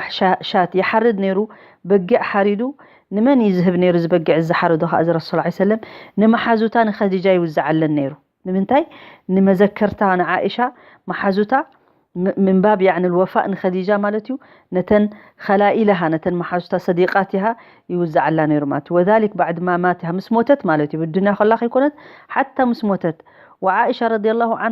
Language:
Tigrinya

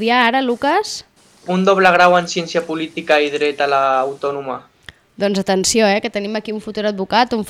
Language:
Catalan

